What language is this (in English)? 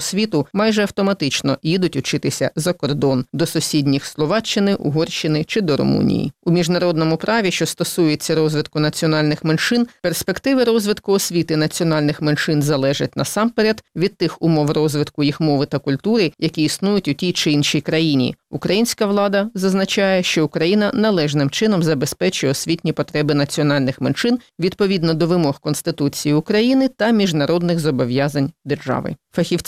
Ukrainian